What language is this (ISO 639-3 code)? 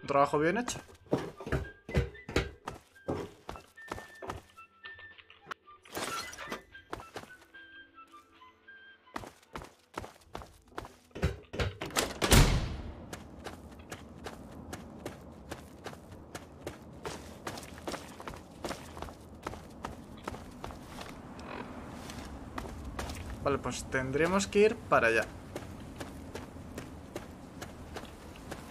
spa